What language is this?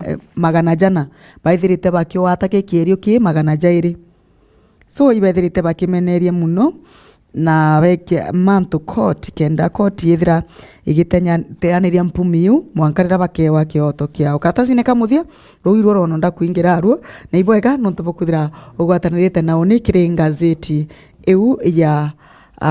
Meru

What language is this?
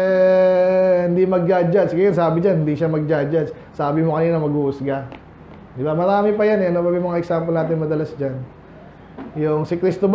Filipino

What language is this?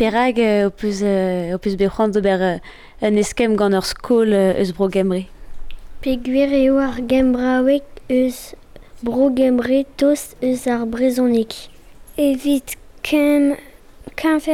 Breton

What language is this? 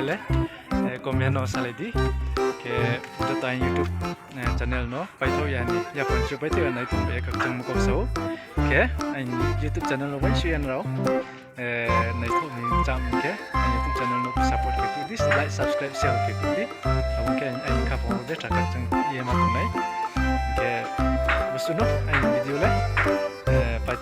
Riang (India)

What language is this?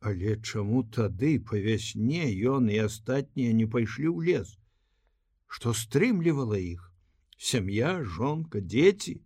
Belarusian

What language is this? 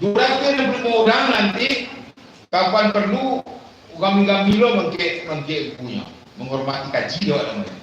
Minangkabau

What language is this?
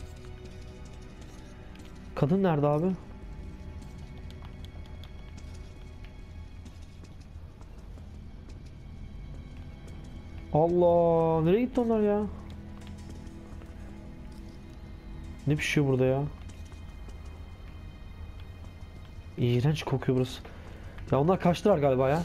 Turkish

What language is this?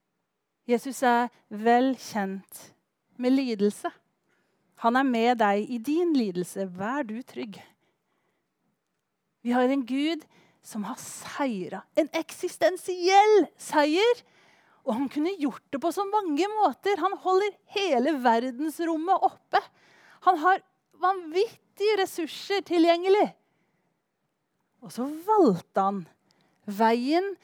Norwegian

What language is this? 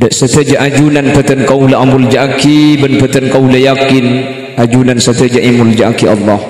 Madurese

